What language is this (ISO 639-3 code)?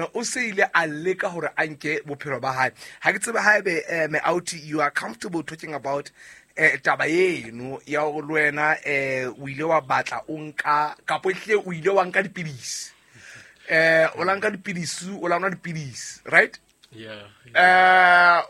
sot